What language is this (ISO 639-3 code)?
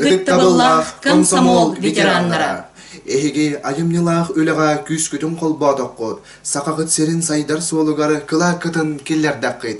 sah